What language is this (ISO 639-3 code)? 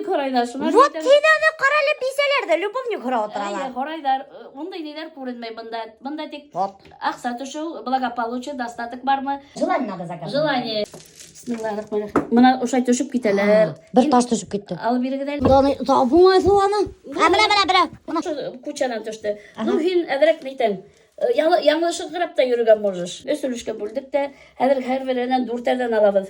bak